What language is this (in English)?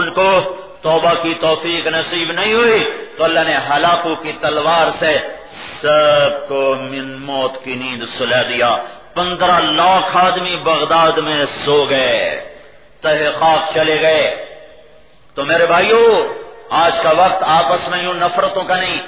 Urdu